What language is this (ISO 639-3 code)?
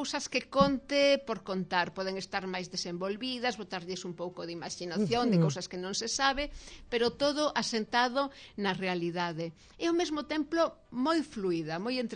glg